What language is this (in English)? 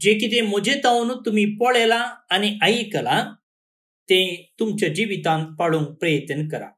Konkani